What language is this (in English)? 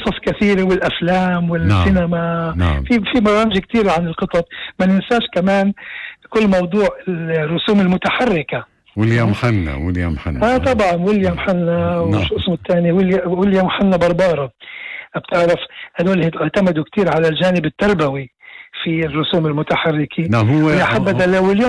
North Levantine Arabic